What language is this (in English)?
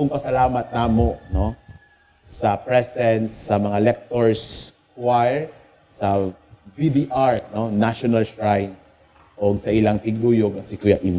Cebuano